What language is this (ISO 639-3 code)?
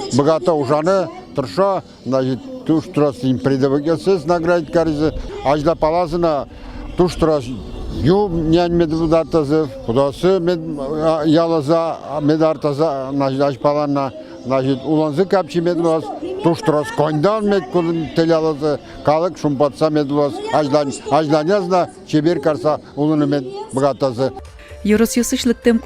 udm